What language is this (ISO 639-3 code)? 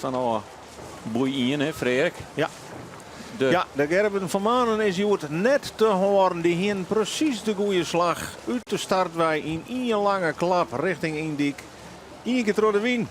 fry